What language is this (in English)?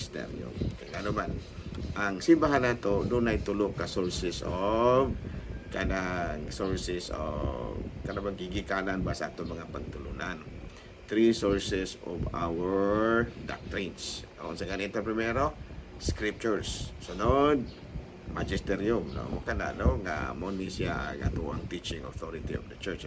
Cebuano